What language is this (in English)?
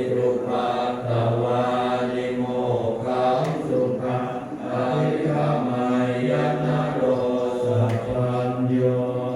Pali